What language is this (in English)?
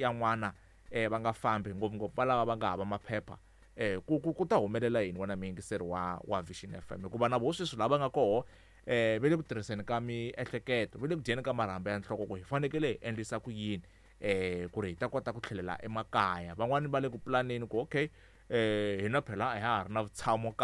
Tsonga